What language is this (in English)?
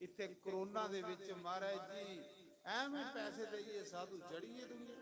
Dogri